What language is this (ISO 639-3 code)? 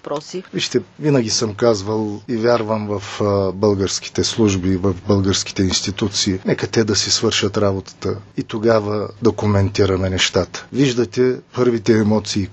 bul